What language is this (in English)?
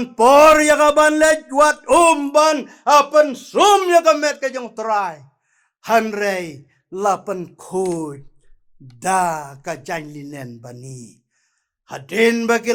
Khasi